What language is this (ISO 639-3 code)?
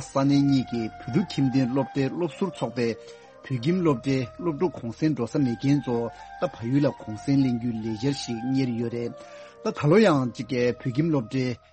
bod